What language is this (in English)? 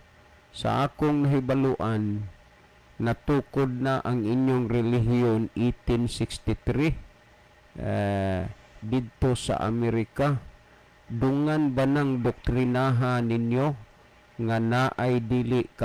Cebuano